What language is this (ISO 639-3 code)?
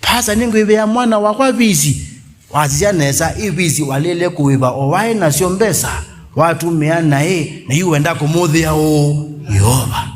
kam